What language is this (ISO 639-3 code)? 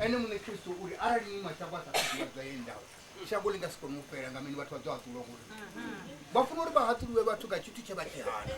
ven